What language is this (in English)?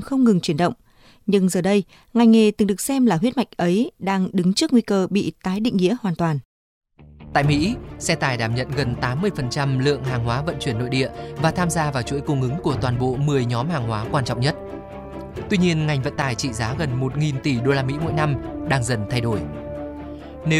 Vietnamese